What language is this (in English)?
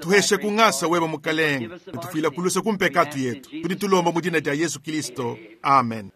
Luba-Lulua